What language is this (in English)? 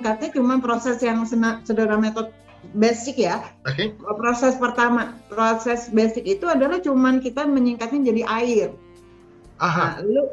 Indonesian